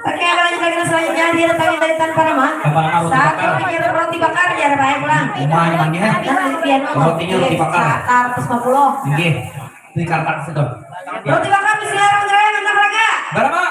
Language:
Banjar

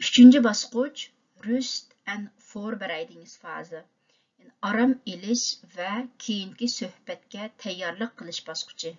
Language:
Uyghur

